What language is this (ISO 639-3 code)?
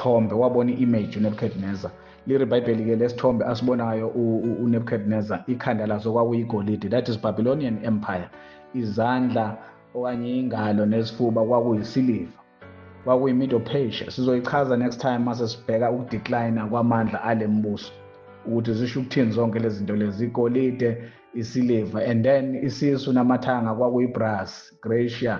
zul